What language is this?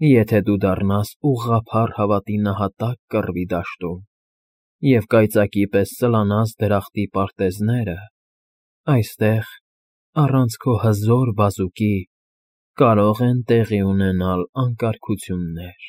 Armenian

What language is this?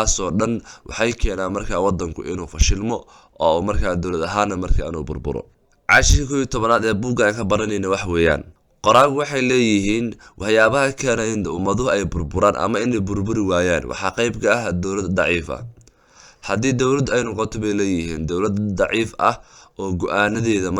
Somali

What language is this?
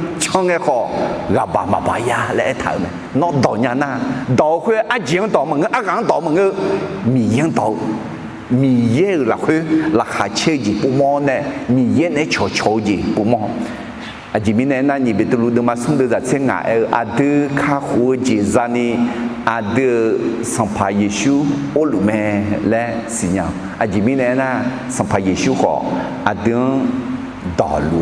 Akha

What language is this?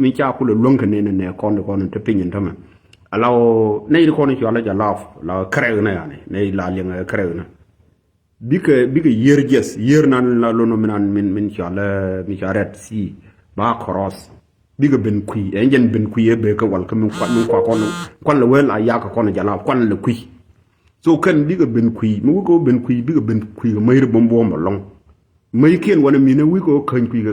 Nuer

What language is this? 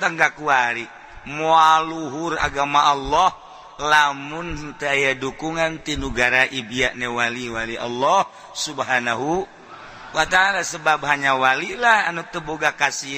Sundanese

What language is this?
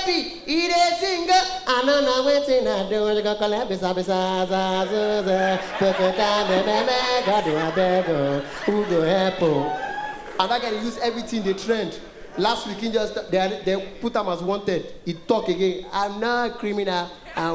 Nigerian Pidgin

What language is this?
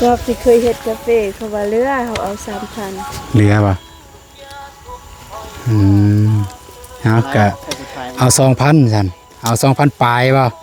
Lao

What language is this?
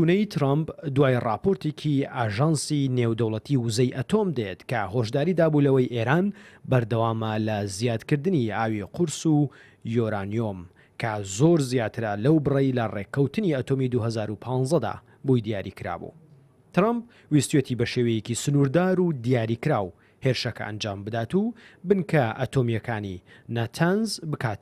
Central Kurdish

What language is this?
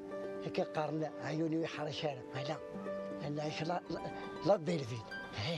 Kabyle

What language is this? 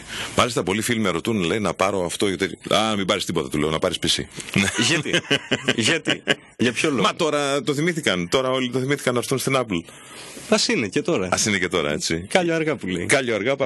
Greek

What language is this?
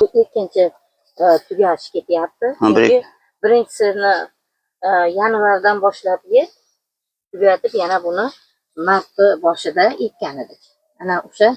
Uzbek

